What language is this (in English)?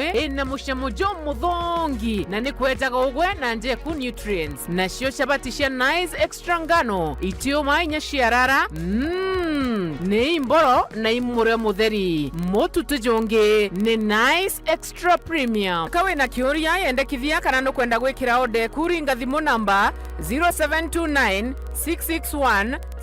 Meru